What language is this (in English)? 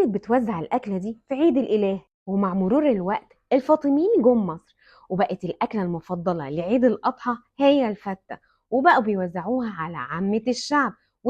Egyptian Arabic